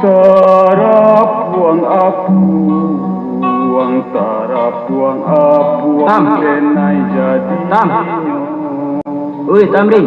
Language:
Minangkabau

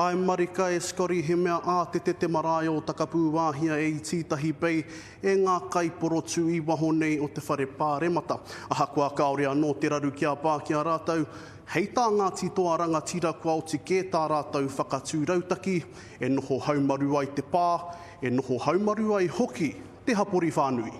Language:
Māori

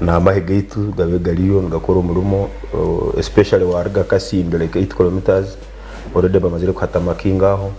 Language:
Nyankole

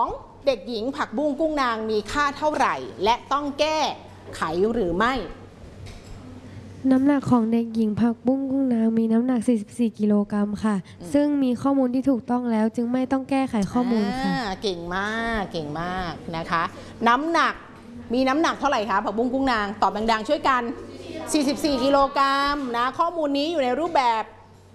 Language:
Thai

